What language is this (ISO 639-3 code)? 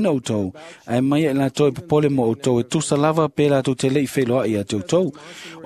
smo